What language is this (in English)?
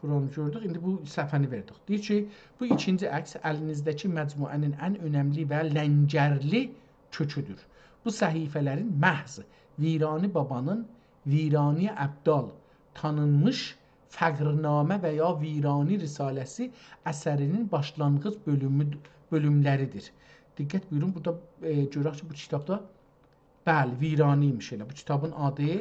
South Azerbaijani